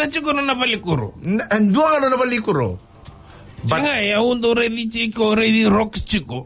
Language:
Fijian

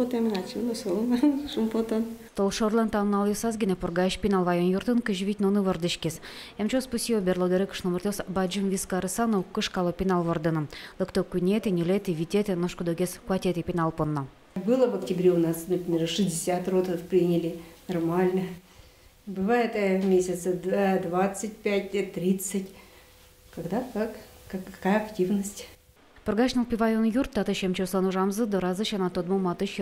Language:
Udmurt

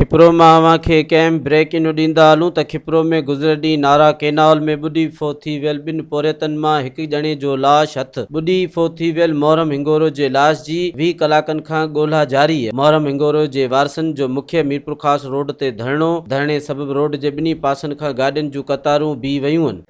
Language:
Sindhi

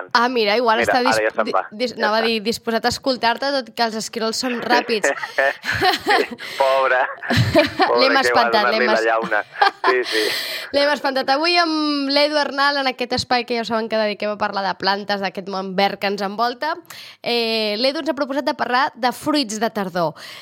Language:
Catalan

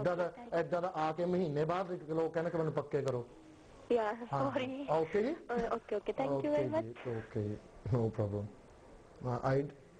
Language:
Punjabi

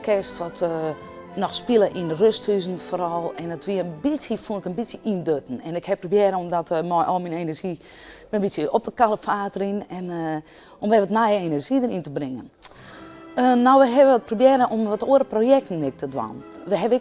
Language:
Western Frisian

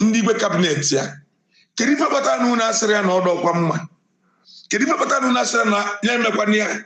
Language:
Igbo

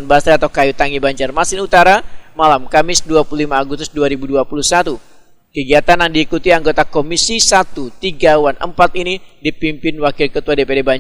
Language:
Banjar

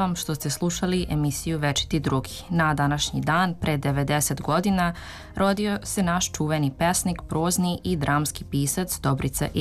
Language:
Serbian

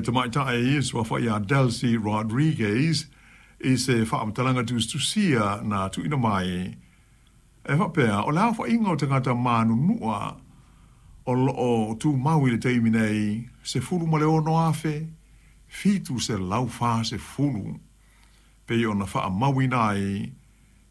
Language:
Samoan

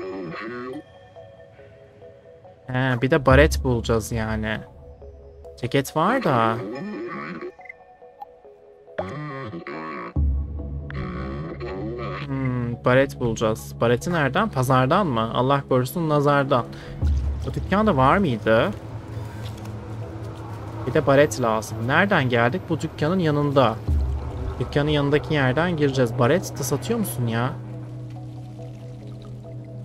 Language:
Turkish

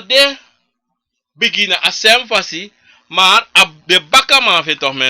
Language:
Sranan Tongo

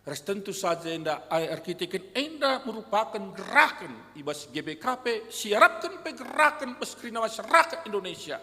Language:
Batak Karo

